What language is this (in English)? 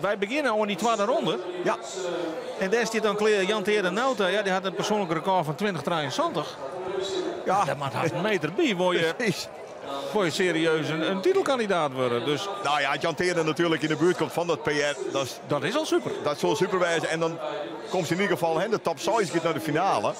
Western Frisian